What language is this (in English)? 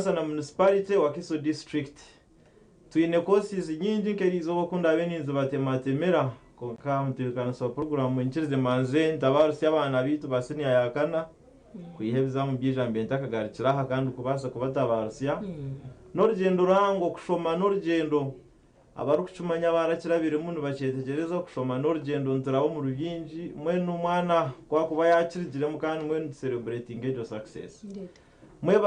Nyankole